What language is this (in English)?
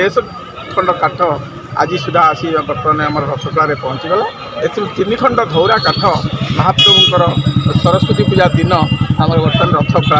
Odia